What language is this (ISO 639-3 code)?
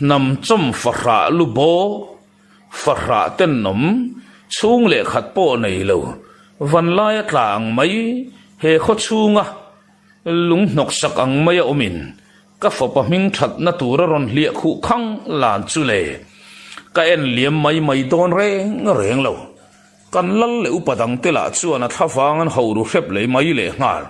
lus